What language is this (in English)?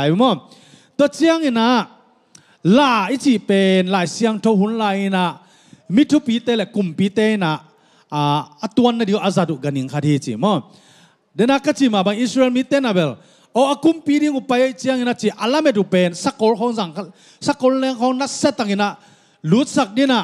Tedim Chin